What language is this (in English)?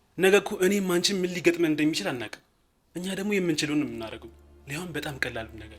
Amharic